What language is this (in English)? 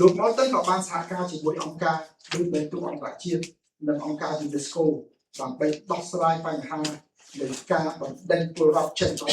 Khmer